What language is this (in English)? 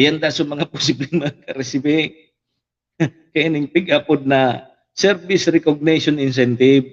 Bikol